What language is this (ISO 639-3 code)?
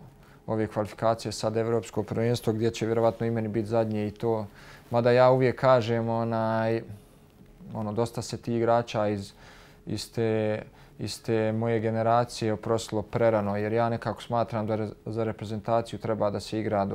bos